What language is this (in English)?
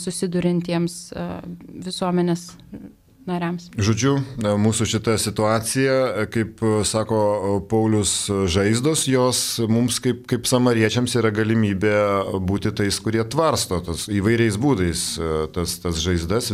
Lithuanian